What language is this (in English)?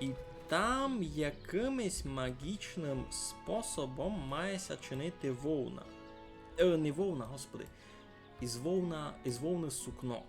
Rusyn